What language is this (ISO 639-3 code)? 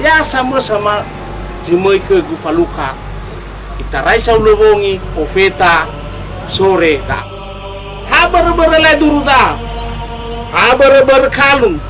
nia